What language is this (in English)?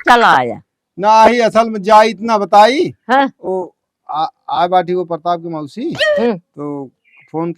Awadhi